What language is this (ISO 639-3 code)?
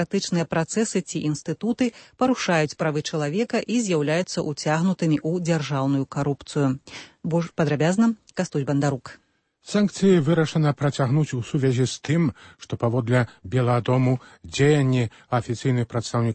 bel